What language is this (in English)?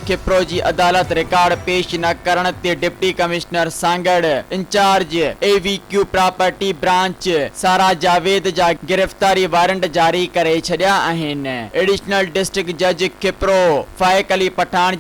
Sindhi